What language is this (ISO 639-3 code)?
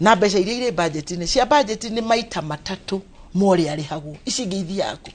kik